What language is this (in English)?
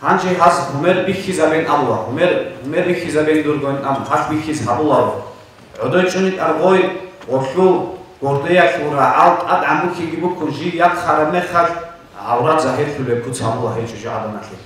Avaric